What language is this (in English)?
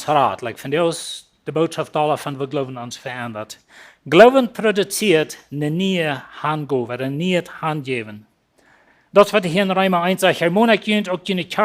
Plautdietsch